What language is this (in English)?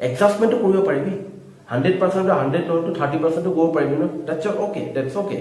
Assamese